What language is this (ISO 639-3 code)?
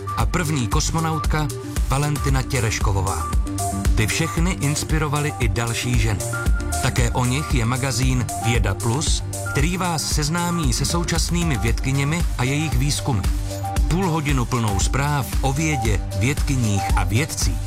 ces